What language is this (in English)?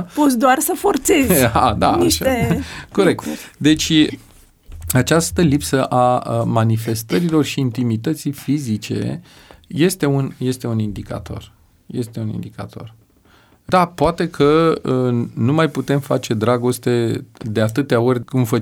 Romanian